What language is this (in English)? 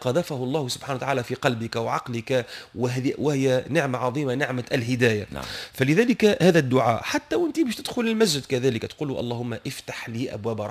Tunisian Arabic